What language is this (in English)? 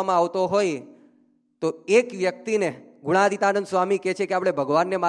Gujarati